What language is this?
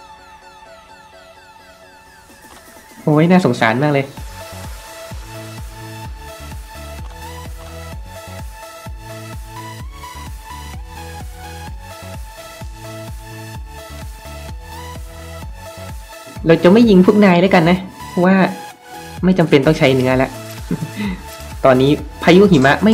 Thai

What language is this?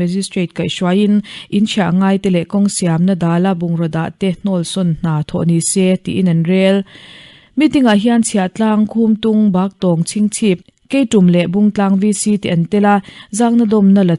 Mizo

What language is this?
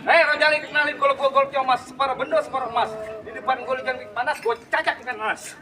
Betawi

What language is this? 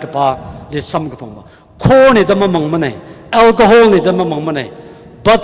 Tangkhul Naga (India)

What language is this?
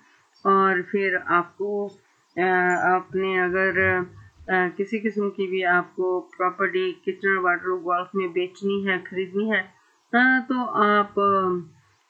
Hindi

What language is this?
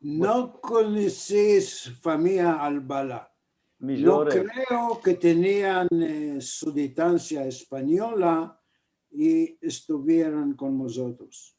Ladino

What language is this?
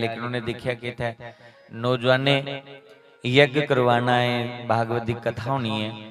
Dogri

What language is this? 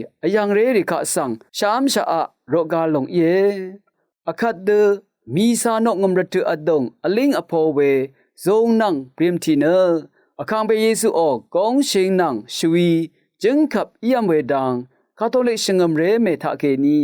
Rawang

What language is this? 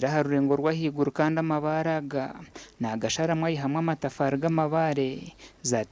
Nyankole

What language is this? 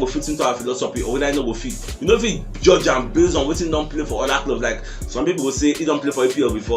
Nigerian Pidgin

